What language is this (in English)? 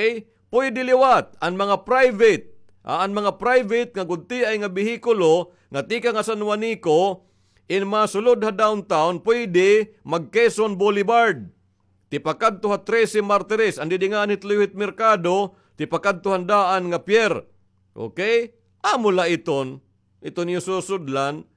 Waray